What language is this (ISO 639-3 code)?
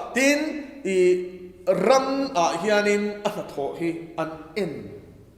lus